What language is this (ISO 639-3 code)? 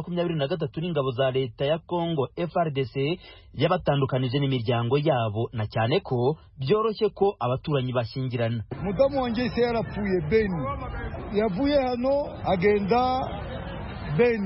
kin